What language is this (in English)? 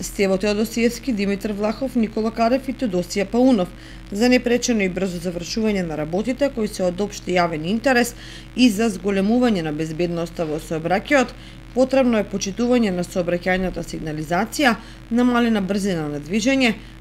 Macedonian